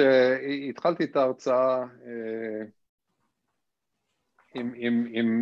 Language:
Hebrew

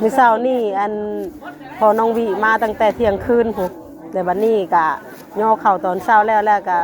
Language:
Lao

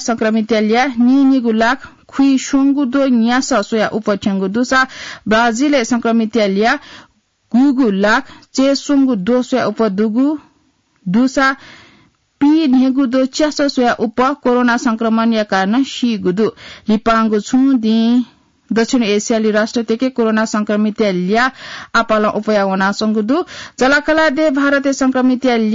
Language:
Newari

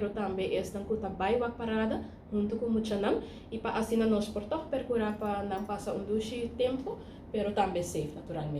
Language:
Papiamento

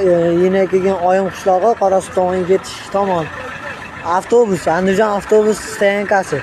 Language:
Uzbek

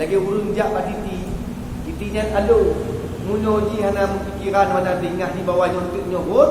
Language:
Achinese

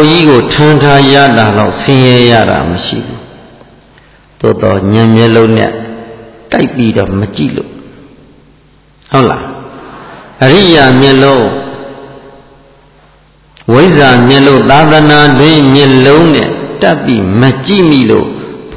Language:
Burmese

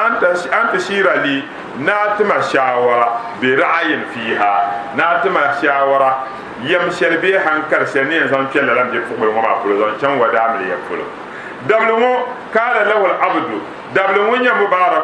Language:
Dagbani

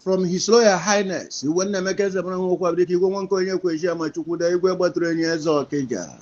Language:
Igbo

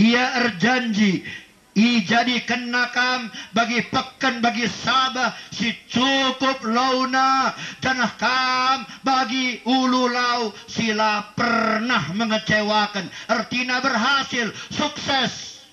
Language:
Batak Karo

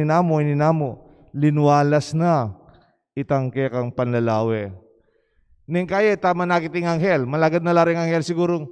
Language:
Pampanga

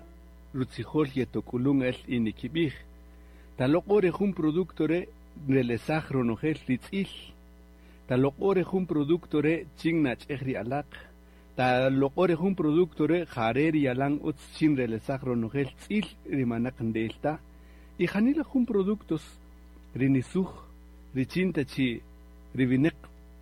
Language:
Kaqchikel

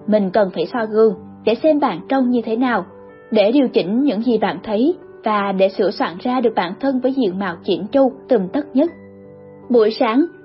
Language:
Vietnamese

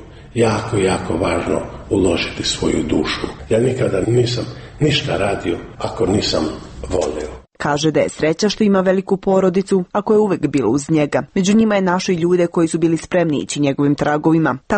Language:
Croatian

